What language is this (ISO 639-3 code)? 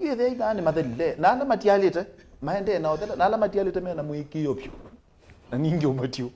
kam